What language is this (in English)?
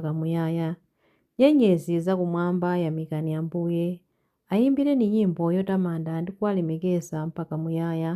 Nyanja